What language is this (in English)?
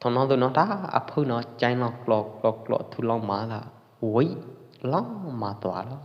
Pwo Eastern Karen